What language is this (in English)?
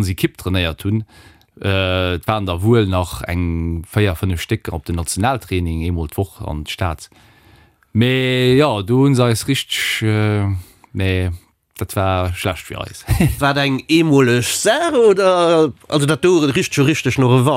Luxembourgish